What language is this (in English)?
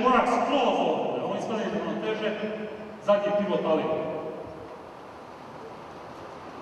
Serbian